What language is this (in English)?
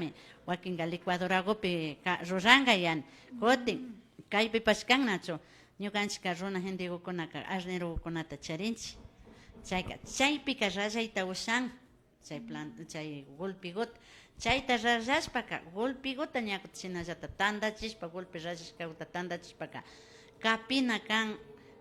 Imbabura Highland Quichua